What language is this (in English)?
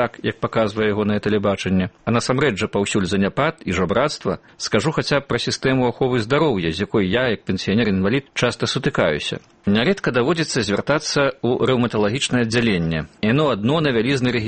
Belarusian